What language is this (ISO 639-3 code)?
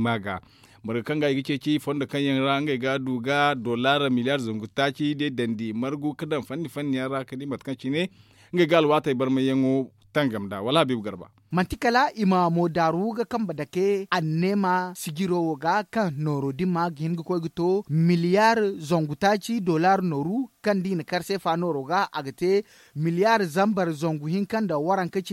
dje